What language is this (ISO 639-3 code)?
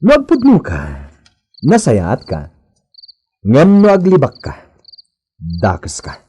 ilo